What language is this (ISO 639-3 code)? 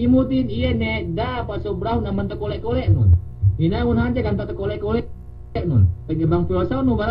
yka